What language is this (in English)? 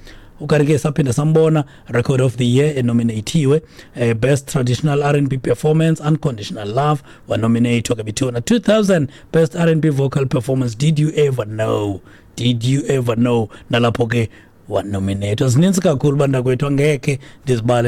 Xhosa